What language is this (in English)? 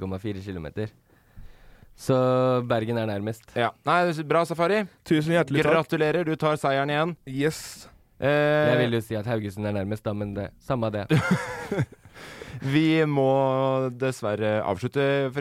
Norwegian